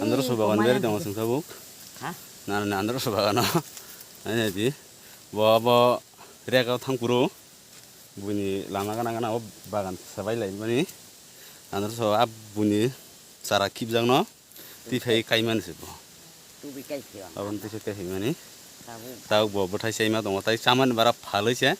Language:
Kok Borok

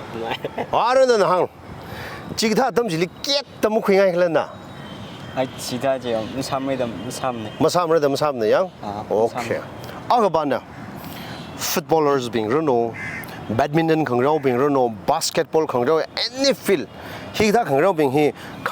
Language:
Tangkhul Naga (India)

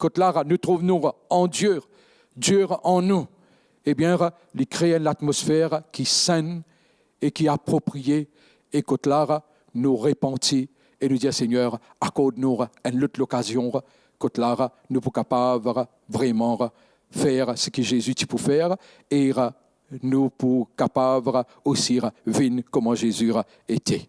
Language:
Morisyen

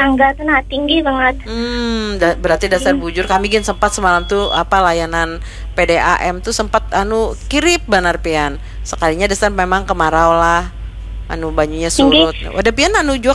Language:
Banjar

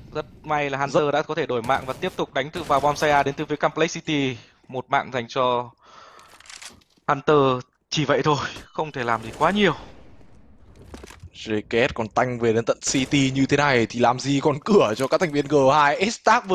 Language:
Vietnamese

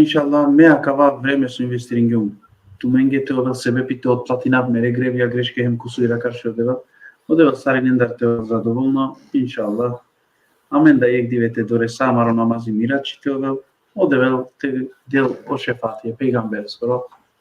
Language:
Balkan Romani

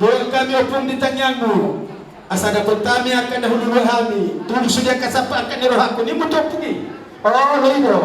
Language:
Batak Toba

